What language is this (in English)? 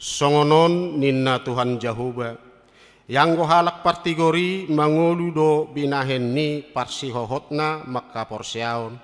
Batak Toba